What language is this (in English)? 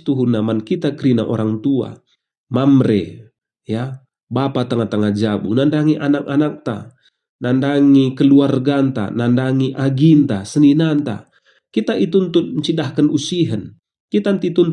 Batak Karo